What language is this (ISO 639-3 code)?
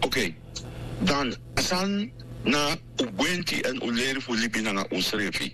srn